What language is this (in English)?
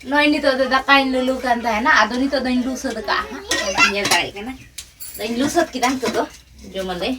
Santali